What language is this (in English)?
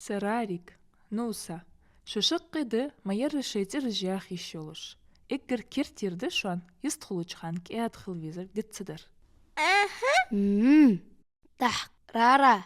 Ingush